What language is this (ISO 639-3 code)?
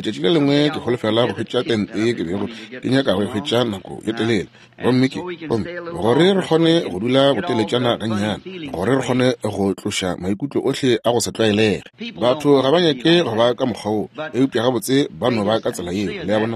nso